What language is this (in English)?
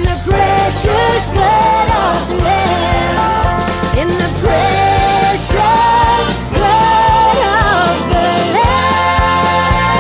English